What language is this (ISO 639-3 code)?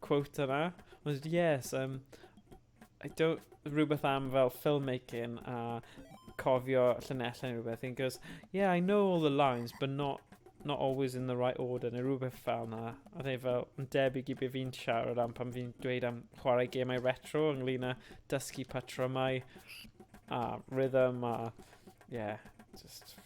cym